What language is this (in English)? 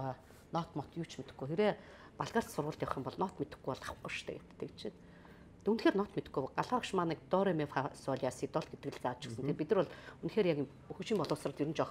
Mongolian